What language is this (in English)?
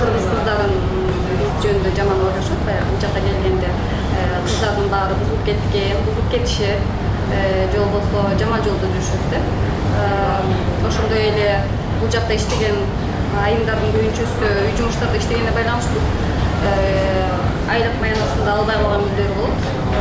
Kyrgyz